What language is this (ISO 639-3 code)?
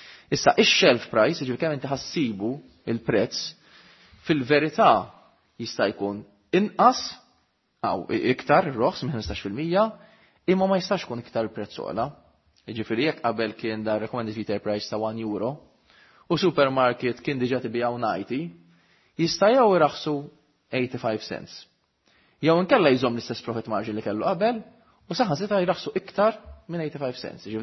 mlt